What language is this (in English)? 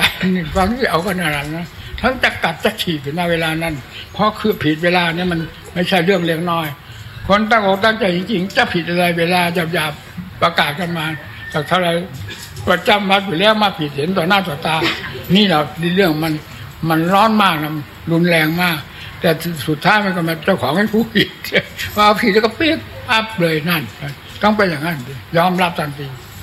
Thai